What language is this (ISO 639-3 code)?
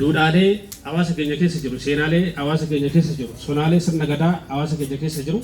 orm